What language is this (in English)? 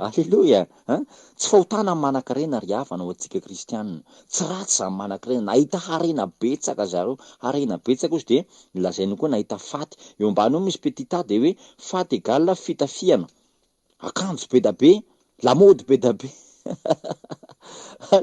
Malagasy